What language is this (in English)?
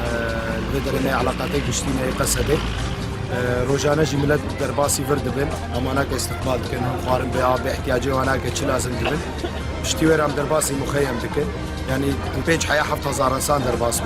Kurdish